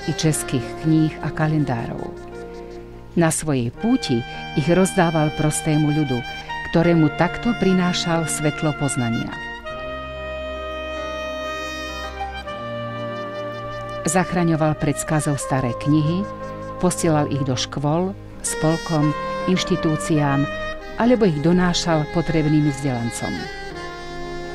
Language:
Slovak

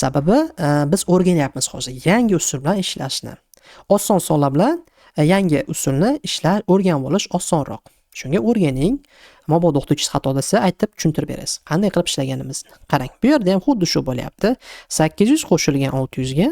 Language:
Uzbek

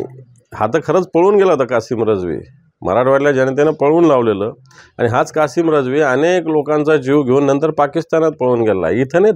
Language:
Marathi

